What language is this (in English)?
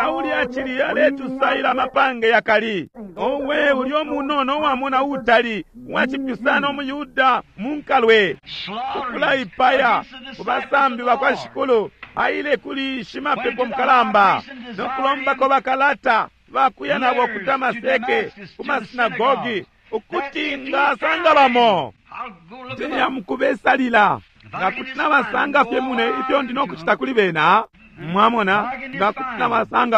Bemba